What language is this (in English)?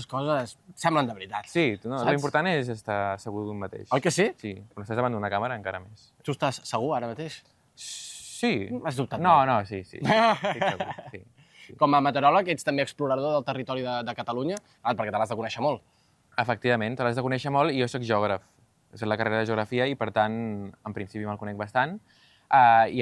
Catalan